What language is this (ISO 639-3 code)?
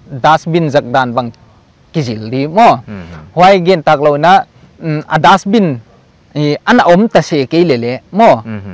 pck